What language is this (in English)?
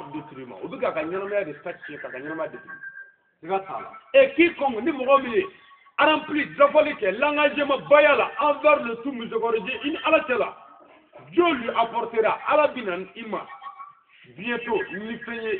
Bambara